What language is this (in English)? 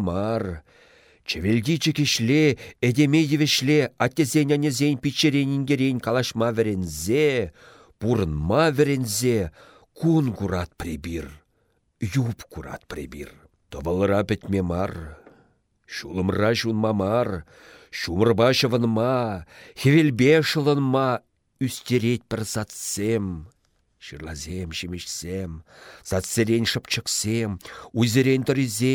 Chuvash